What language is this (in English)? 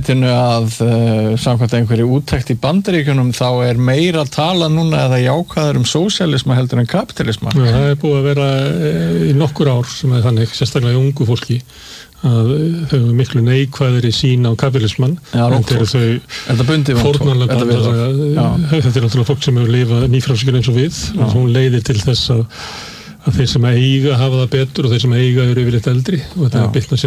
Icelandic